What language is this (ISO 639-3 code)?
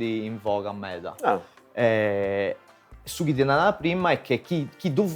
srd